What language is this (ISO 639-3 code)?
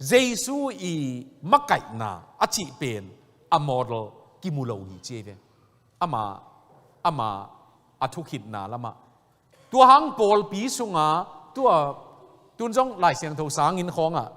ctd